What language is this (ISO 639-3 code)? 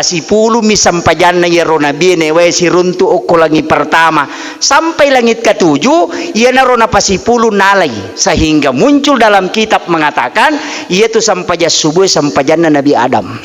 bug